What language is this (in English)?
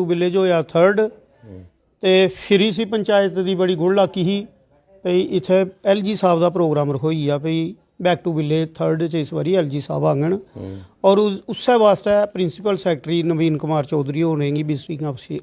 Dogri